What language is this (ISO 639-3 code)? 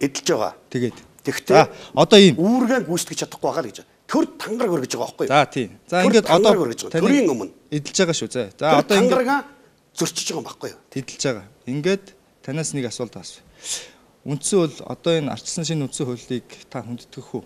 mon